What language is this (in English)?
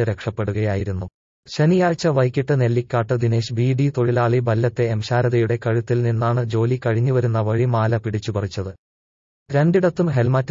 Malayalam